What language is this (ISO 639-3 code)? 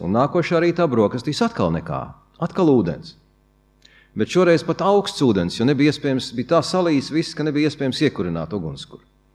lav